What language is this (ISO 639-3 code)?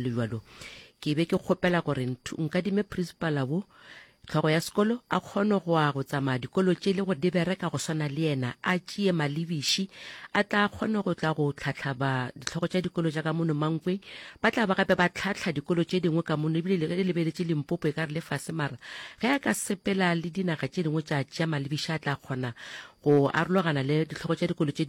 nso